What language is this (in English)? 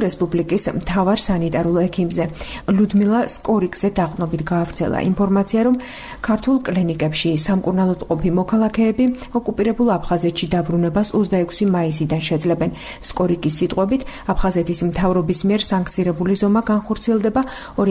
Georgian